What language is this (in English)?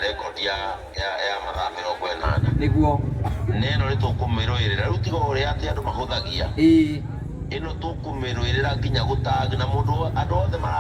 Kikuyu